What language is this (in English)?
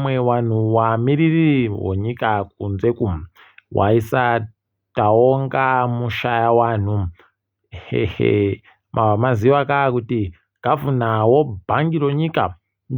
Ndau